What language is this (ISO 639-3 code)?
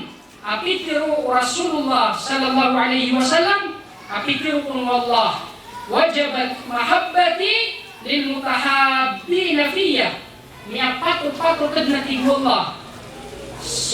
mrw